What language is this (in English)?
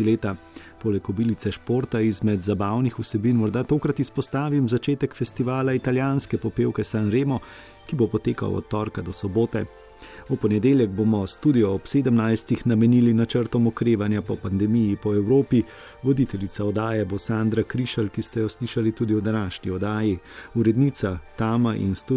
Slovenian